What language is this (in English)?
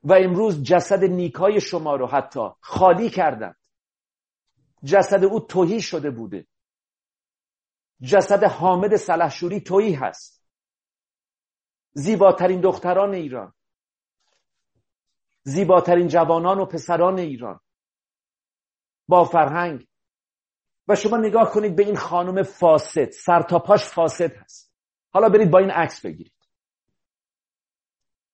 Persian